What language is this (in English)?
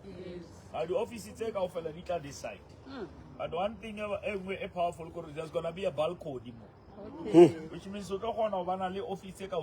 Southern Sotho